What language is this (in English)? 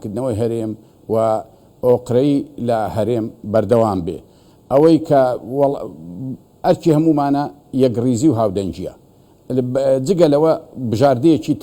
Central Kurdish